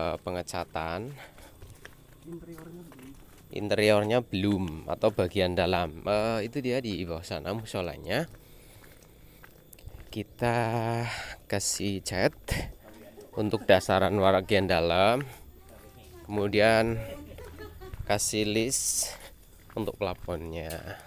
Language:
Indonesian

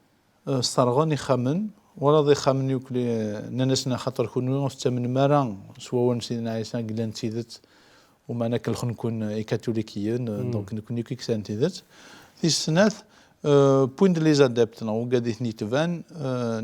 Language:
Kabyle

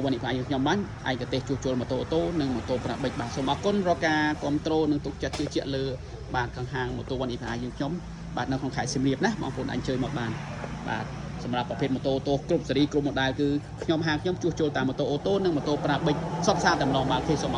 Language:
Khmer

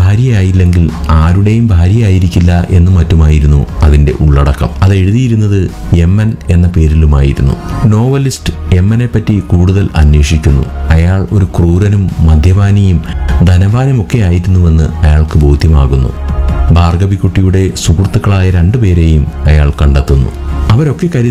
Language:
Malayalam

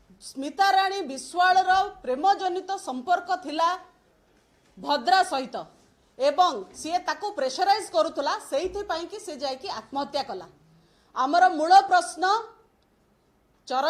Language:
Odia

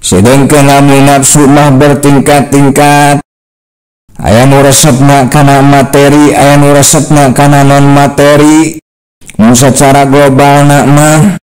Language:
Sundanese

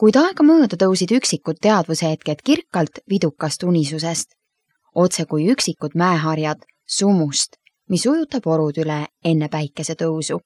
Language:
Estonian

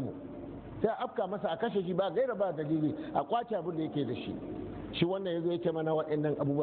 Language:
Hausa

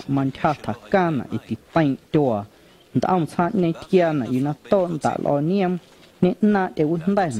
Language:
Guerrero Amuzgo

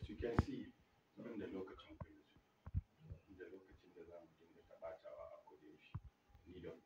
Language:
Hausa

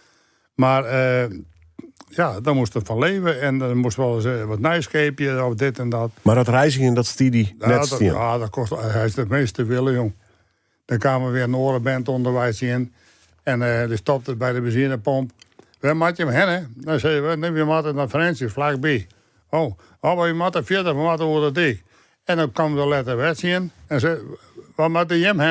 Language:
Western Frisian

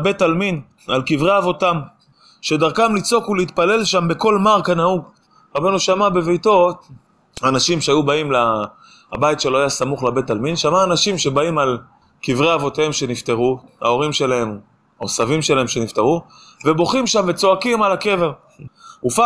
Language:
Hebrew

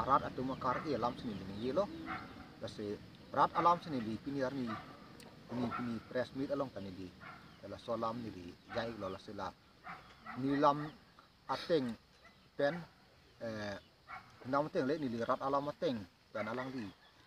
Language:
Karbi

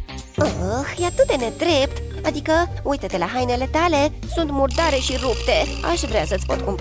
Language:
Romanian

